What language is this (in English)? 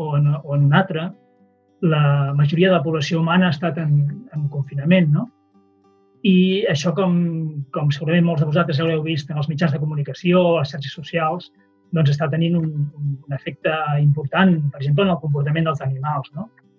Catalan